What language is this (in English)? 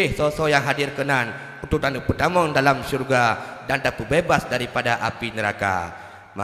Achinese